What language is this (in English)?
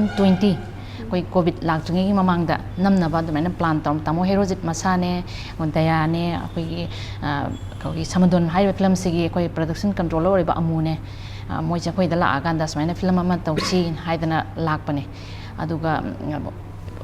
Manipuri